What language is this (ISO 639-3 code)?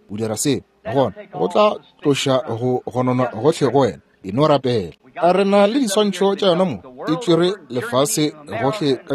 nso